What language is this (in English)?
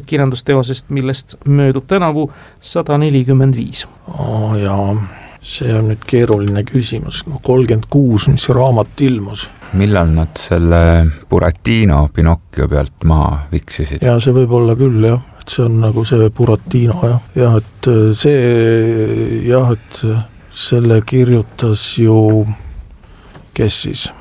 Estonian